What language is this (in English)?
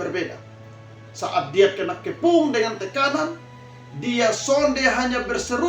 Kupang Malay